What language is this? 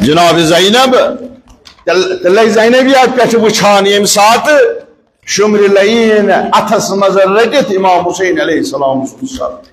Kashmiri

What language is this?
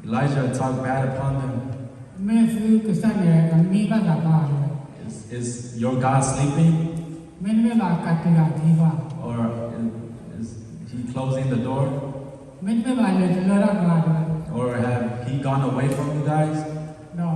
S'gaw Karen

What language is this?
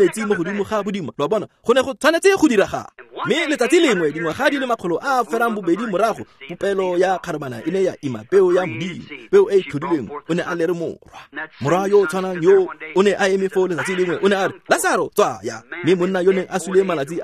Tswana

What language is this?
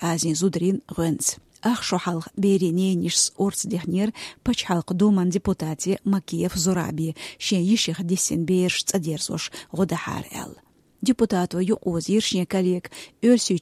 Chechen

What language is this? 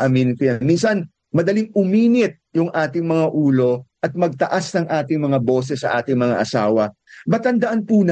Filipino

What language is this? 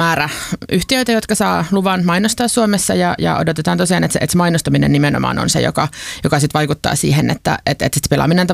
Finnish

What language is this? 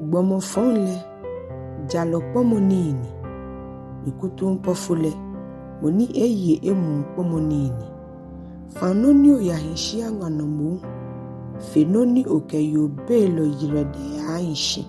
Ga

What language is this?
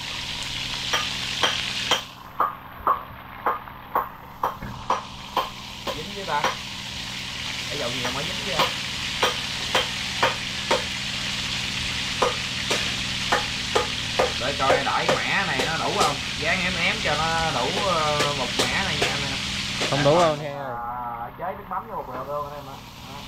Vietnamese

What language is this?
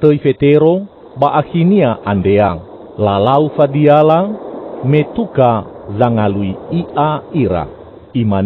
Nias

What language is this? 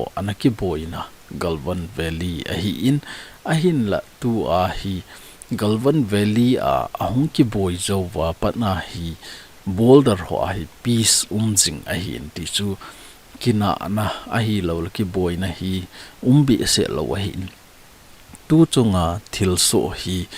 Thado Chin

